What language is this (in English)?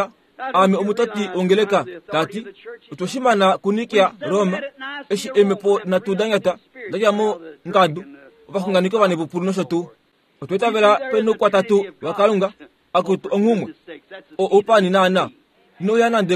Kuanyama